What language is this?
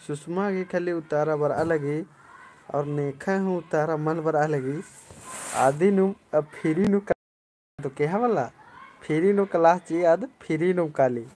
Kurukh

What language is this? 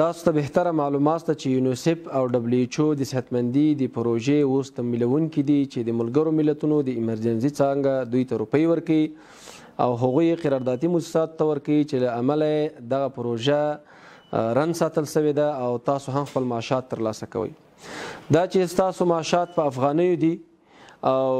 Pashto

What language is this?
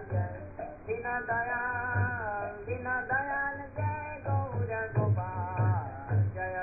Hindi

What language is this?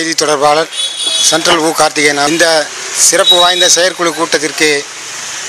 Tamil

